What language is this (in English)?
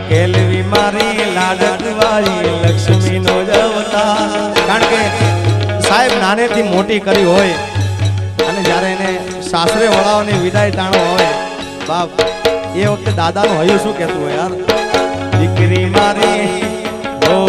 Gujarati